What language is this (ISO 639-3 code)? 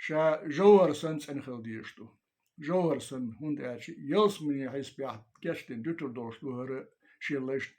che